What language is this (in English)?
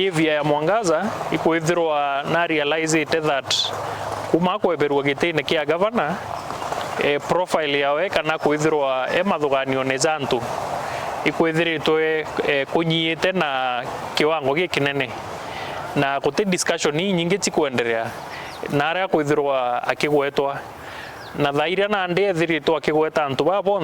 Meru